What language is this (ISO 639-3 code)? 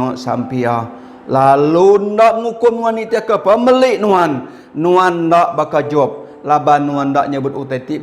iba